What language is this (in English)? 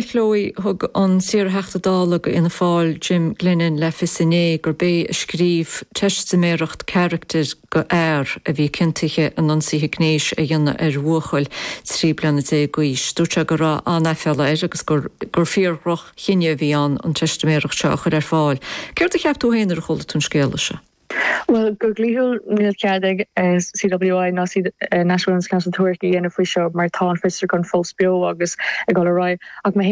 Irish